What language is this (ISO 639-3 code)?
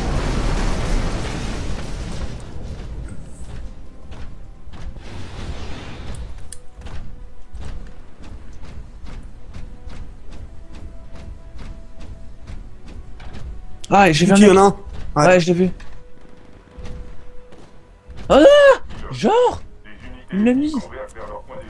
fra